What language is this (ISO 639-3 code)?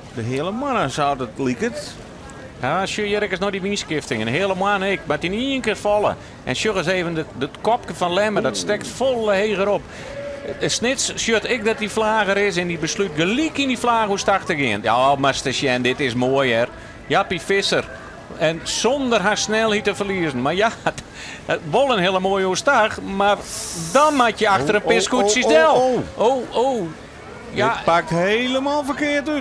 fry